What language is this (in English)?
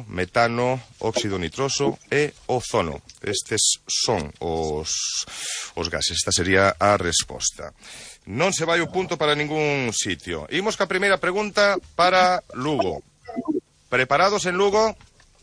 Galician